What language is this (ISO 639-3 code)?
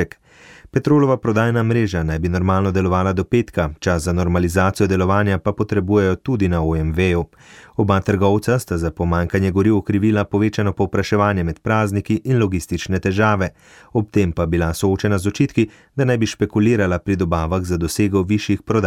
slv